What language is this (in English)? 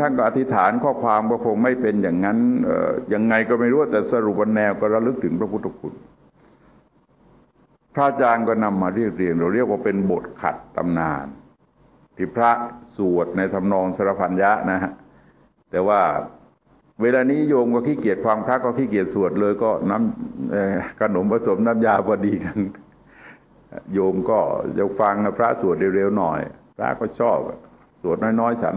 Thai